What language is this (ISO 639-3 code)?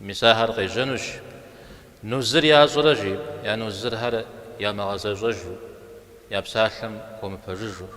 kbd